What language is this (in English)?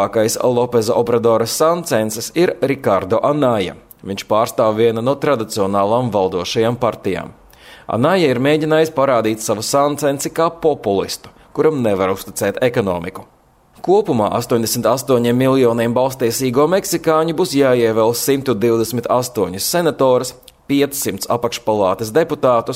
Latvian